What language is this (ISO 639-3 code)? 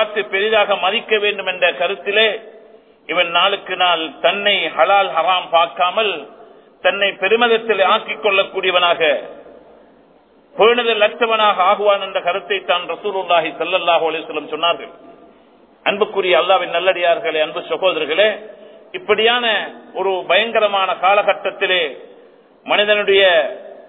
tam